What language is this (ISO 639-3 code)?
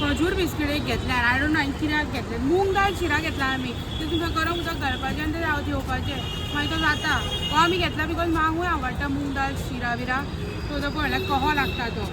kok